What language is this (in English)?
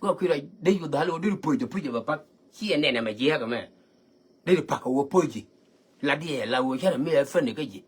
Nuer